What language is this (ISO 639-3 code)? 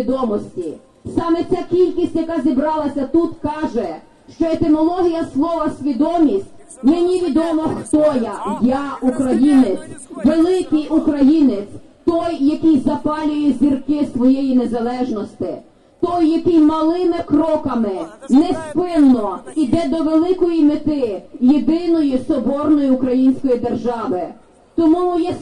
ukr